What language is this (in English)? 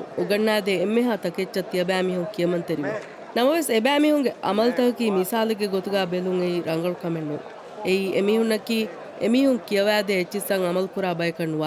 Divehi